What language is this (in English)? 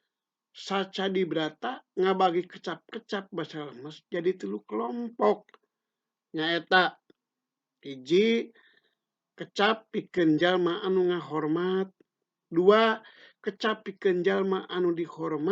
Sundanese